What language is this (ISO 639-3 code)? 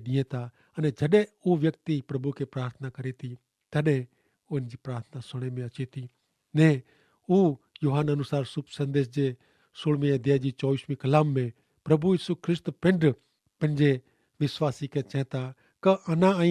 kfr